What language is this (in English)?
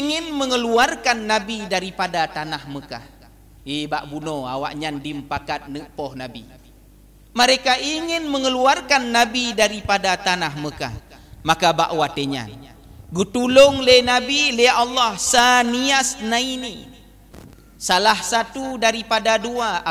Achinese